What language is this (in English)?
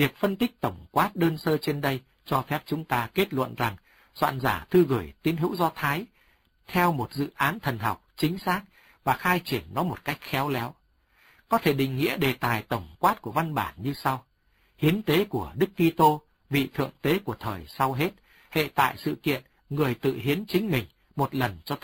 Vietnamese